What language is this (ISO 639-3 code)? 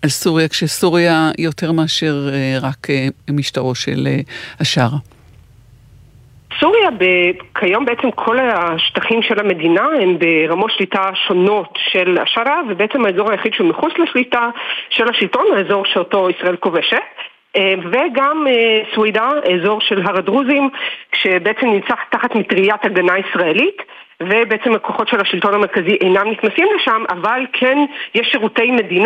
heb